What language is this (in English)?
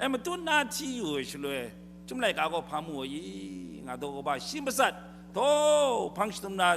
Kachin